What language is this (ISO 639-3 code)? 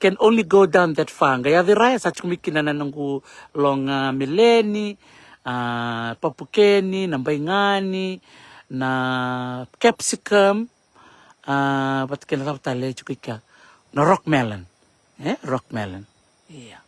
fij